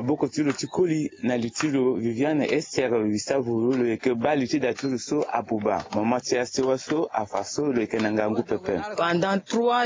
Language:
Sango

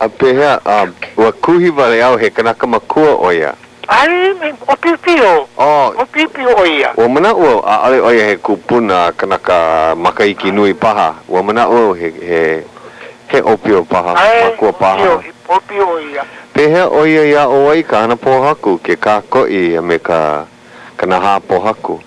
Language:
Hawaiian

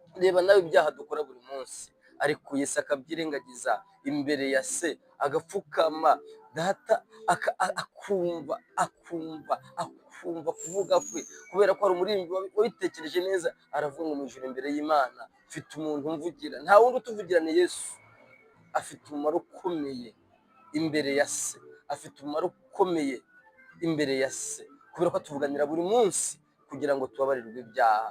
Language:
Kinyarwanda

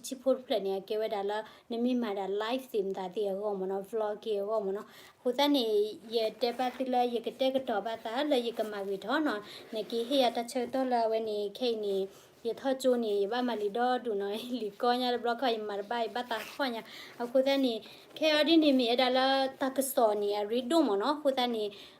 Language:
S'gaw Karen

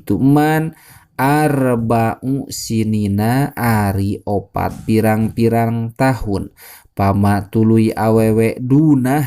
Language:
Sundanese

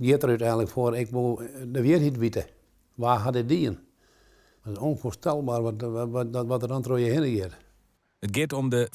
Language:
Western Frisian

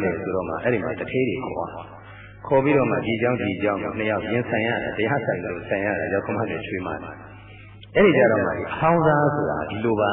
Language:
Burmese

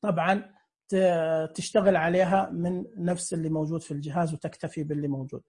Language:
Najdi Arabic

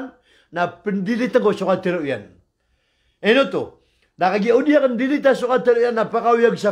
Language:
Maranao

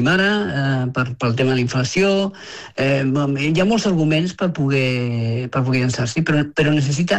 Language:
Catalan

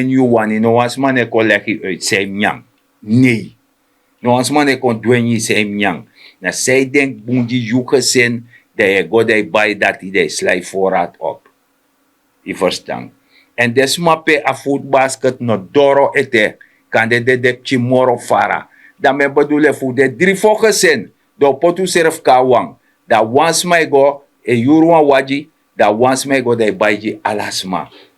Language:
Sranan Tongo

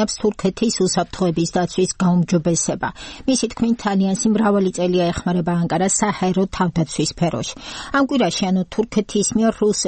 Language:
Georgian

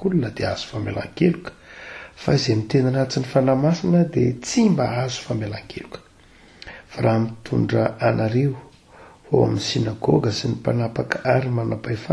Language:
Malagasy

